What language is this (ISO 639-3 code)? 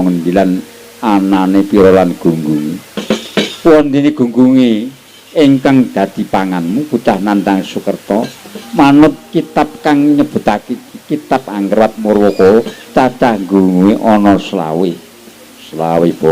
jav